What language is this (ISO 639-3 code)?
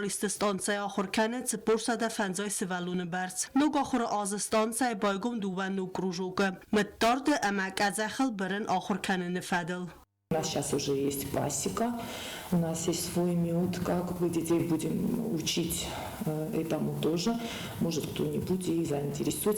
oss